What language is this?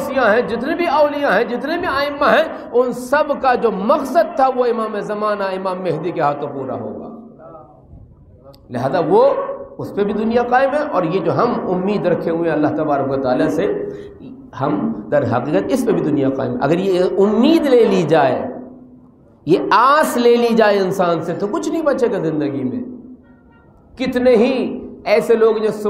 Urdu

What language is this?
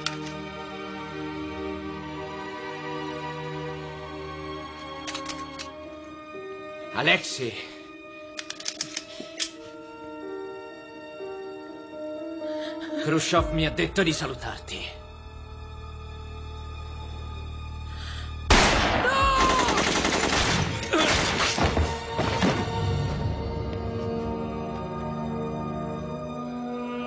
Italian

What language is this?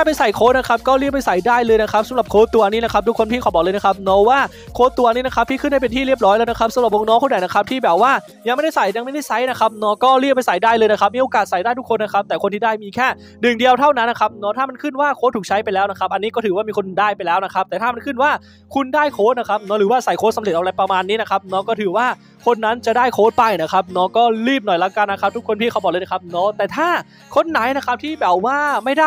Thai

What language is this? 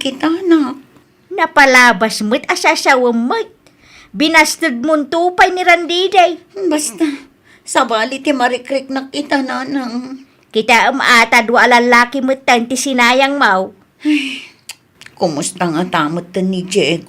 Iloko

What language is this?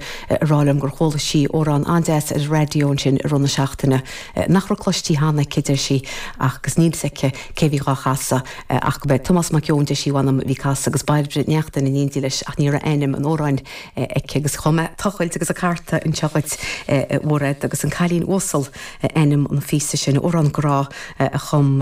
Irish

